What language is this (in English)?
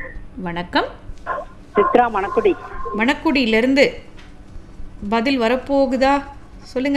Tamil